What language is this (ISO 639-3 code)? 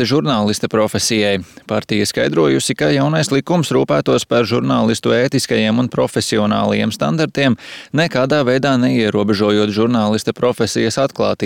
lav